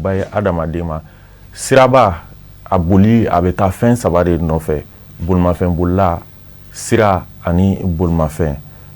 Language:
Bambara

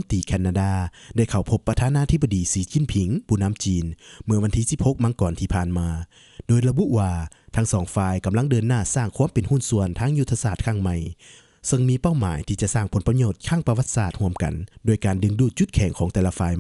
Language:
Lao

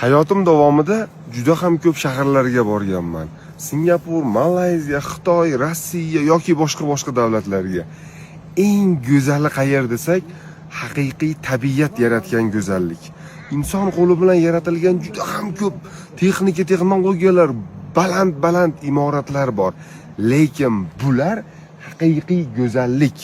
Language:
Uzbek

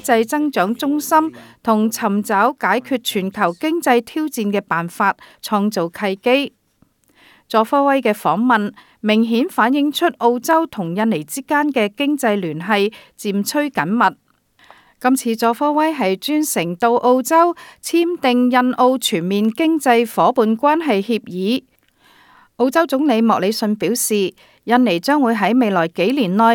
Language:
Cantonese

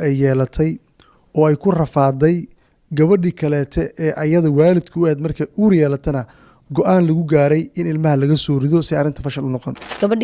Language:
Somali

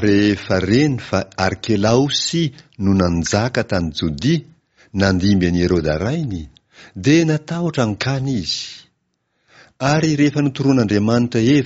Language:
Malagasy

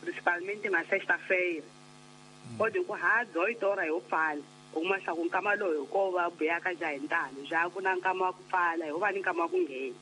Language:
Tsonga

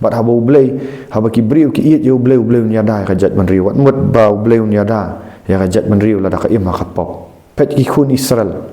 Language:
Khasi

